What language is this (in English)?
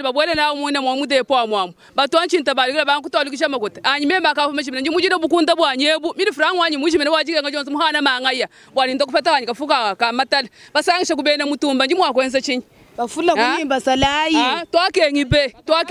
Luba-Lulua